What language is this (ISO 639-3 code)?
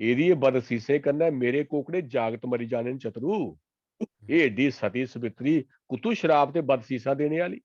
doi